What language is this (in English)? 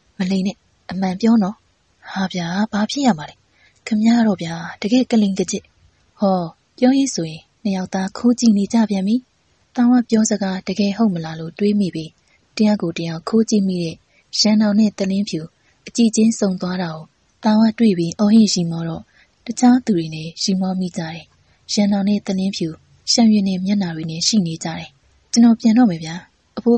Burmese